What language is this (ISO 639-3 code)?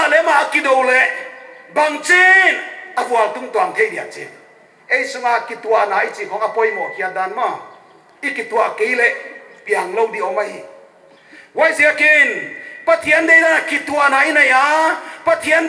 pck